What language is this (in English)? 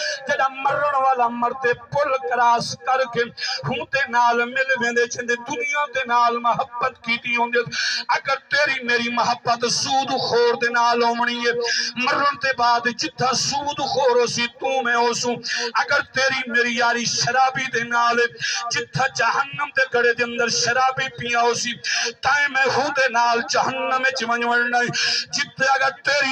Saraiki